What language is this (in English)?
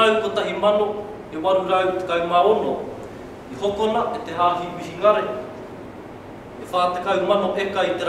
Māori